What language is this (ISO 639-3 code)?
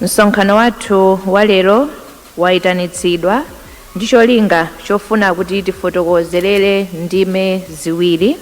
nya